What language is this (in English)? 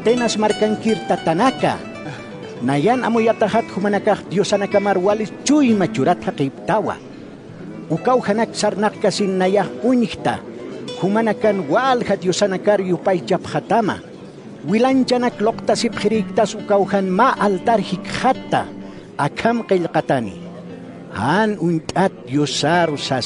Aymara